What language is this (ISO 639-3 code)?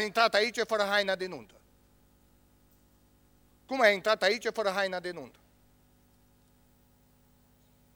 ron